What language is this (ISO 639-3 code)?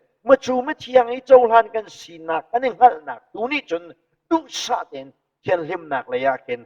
cnh